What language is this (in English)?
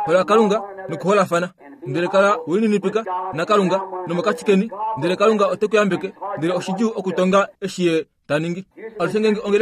Kuanyama